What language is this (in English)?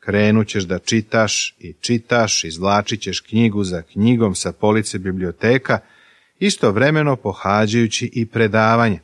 Serbian